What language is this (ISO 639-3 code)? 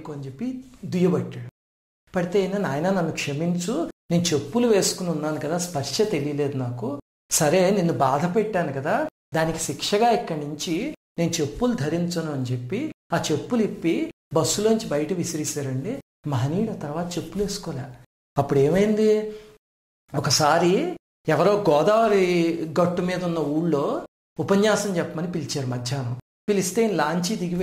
tel